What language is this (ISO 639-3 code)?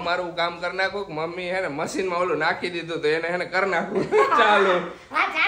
guj